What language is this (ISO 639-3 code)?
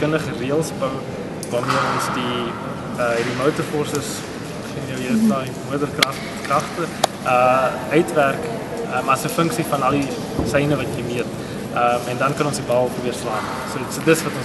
afr